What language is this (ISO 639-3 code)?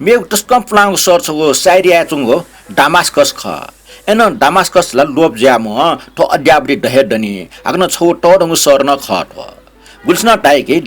new